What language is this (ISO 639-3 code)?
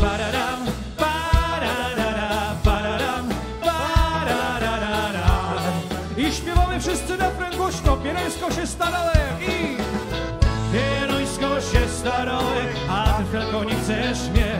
szl